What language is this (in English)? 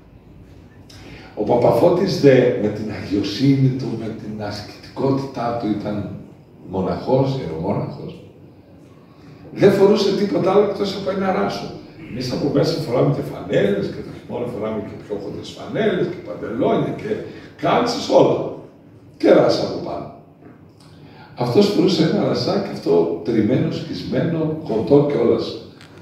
Greek